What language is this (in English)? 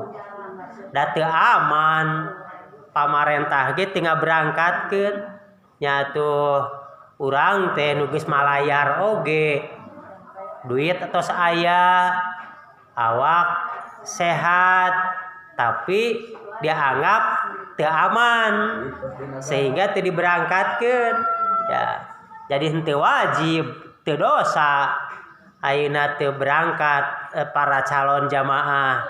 Sundanese